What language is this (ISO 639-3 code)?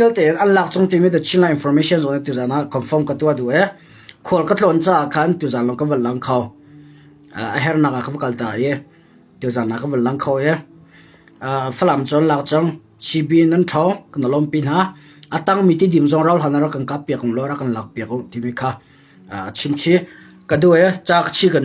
cnh